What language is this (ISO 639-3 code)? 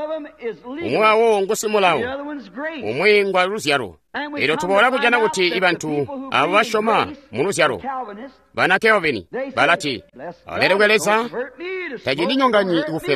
toi